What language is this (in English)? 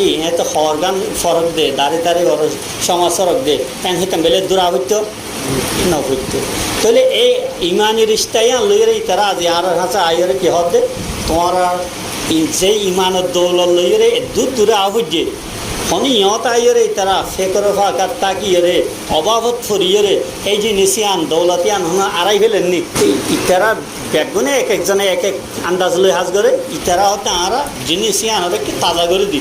Rohingya